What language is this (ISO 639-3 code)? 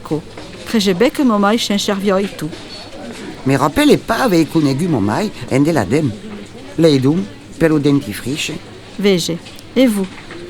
oci